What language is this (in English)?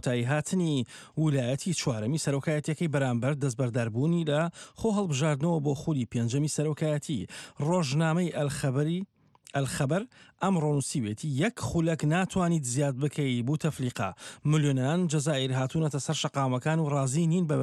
Central Kurdish